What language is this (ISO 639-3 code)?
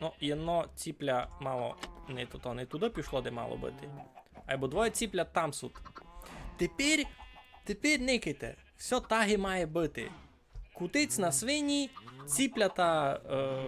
rue